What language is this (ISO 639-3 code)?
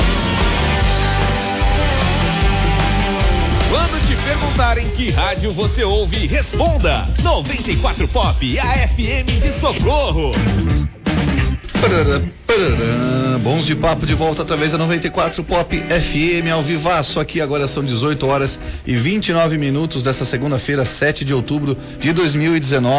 por